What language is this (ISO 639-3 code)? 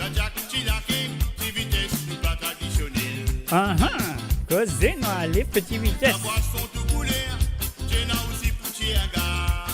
mfe